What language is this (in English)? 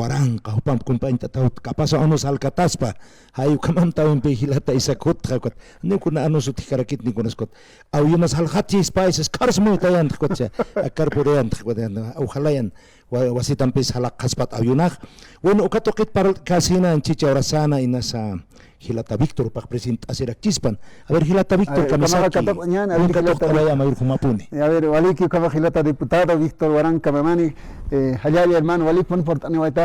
Aymara